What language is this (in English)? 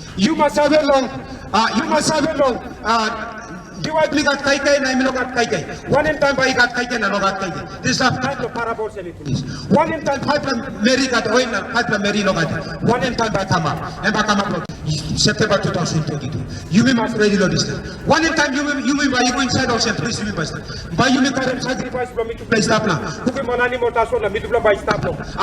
Tok Pisin